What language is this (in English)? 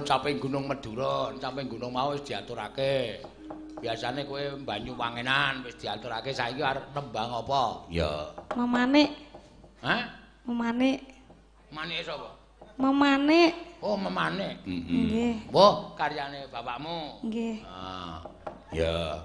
Javanese